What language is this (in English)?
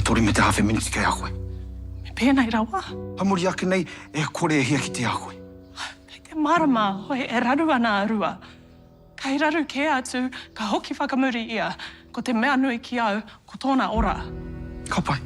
Māori